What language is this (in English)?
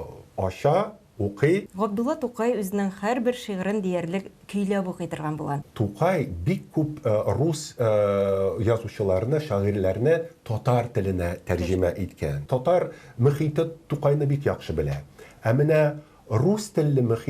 Tatar